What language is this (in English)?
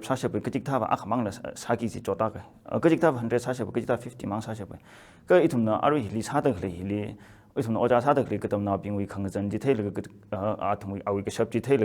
Tangkhul Naga (India)